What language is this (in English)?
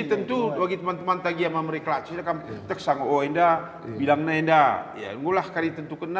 Batak Karo